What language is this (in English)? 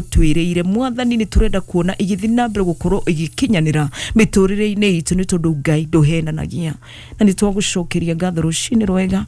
Kikuyu